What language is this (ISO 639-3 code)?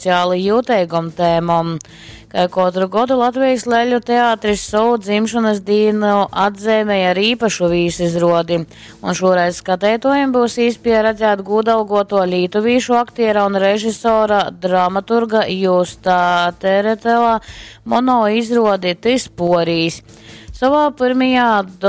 ltg